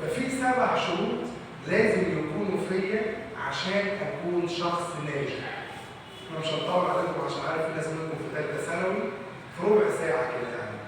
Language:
Egyptian Arabic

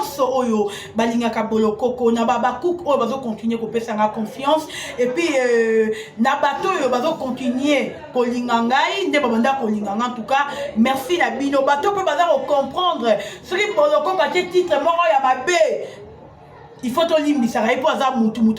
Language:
Lingala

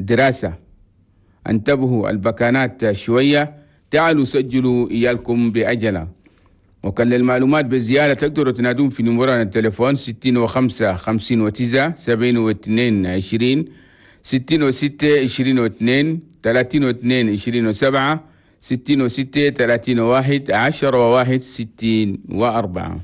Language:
Chadian Arabic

